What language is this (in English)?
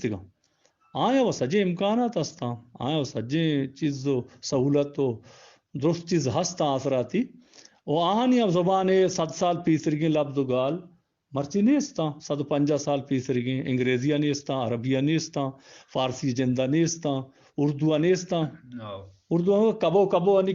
Eastern Balochi